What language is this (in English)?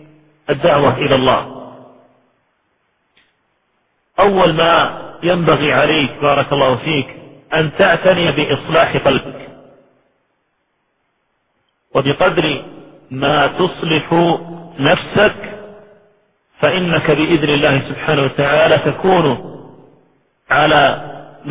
Arabic